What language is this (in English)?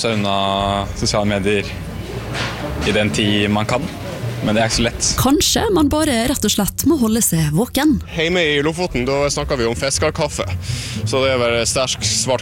Norwegian